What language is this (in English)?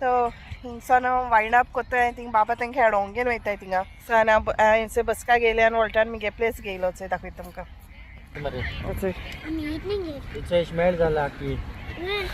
Konkani